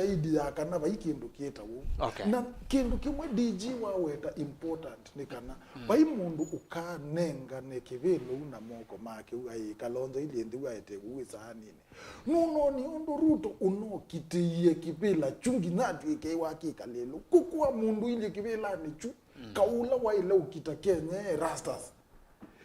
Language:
Kamba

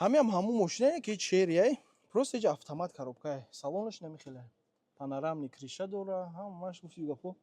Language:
Tajik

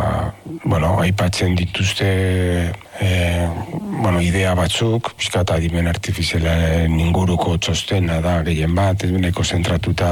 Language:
Basque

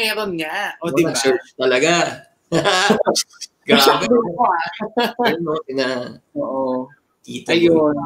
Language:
Filipino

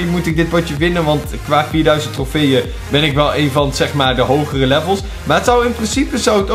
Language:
Dutch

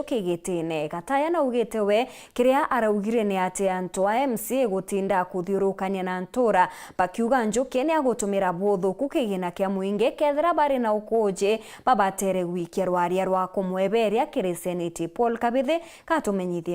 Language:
Meru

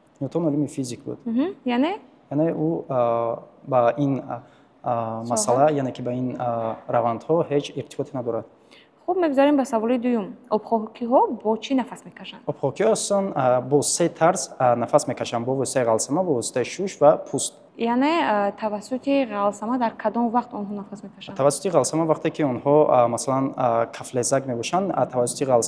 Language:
Tajik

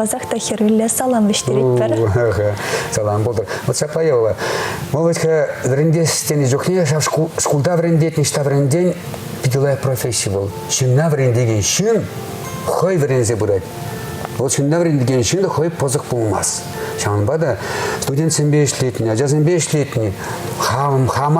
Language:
Chuvash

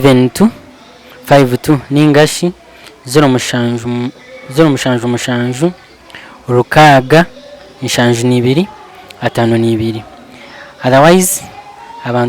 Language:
Nyankole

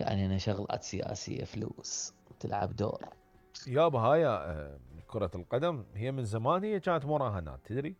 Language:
Mesopotamian Arabic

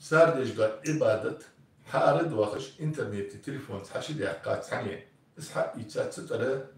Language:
Ingush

